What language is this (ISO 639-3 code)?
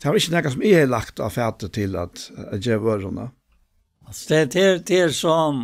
fao